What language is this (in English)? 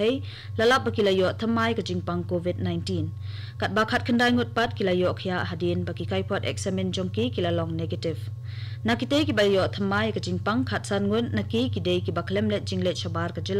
Khasi